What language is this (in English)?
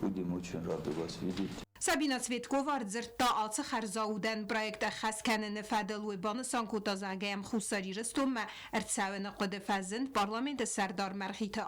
Ossetic